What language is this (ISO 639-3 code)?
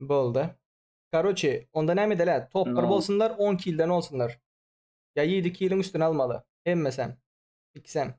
tuk